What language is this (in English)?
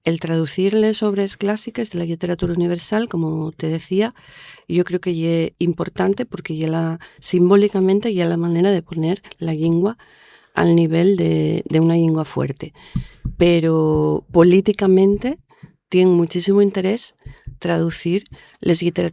Asturian